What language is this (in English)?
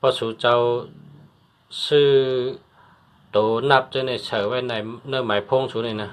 Shan